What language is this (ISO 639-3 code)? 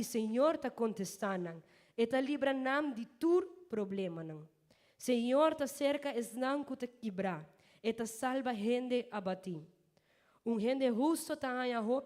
pap